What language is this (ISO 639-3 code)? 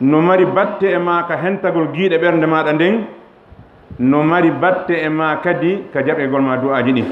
ful